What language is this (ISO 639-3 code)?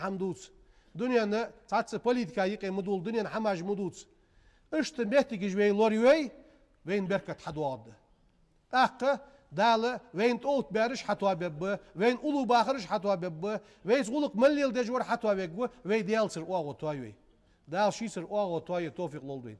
inh